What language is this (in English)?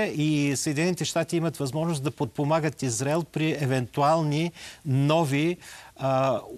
Bulgarian